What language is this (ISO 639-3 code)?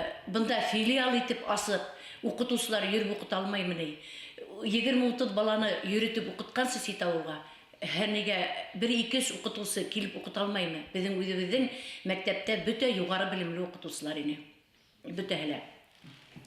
bak